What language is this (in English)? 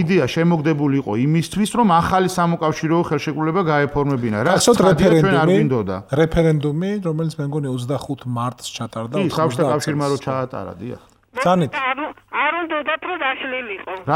Georgian